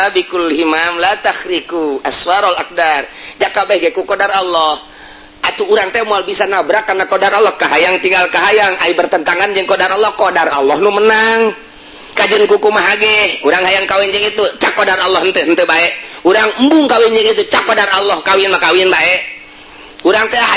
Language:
Sundanese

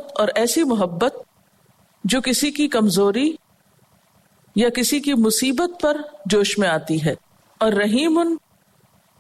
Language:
Urdu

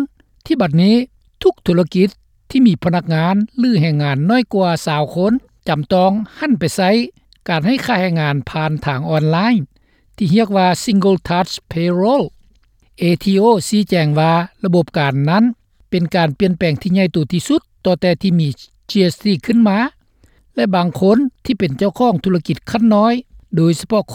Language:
Lao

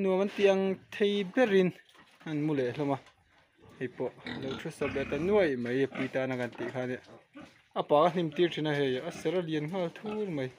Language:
Mizo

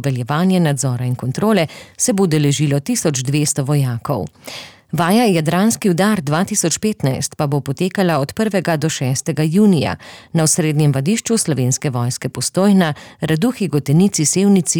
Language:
Slovenian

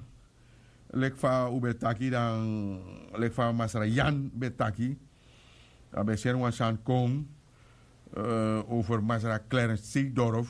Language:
Sranan Tongo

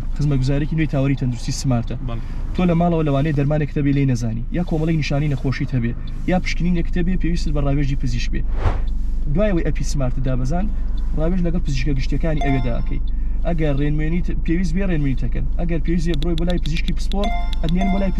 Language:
Central Kurdish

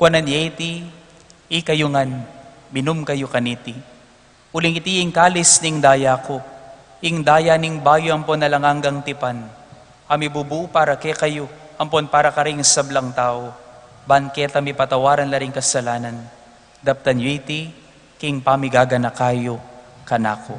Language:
Pampanga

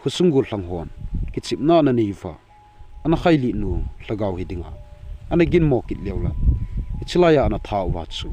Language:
Thado Chin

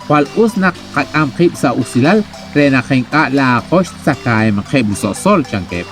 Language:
Kekchí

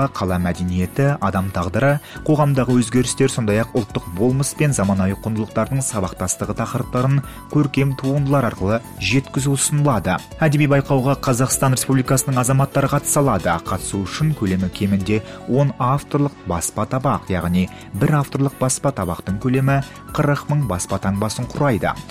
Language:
Kazakh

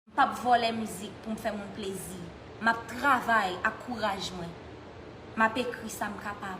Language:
Haitian Creole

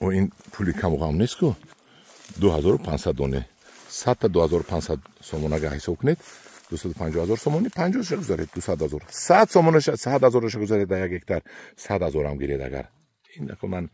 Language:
Tajik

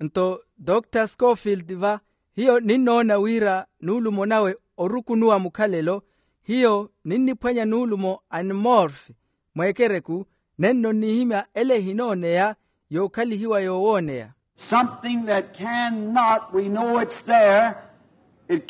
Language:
Makhuwa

